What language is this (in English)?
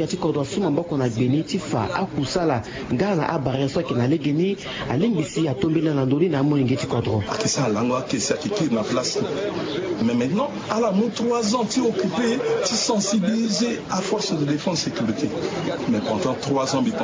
Sango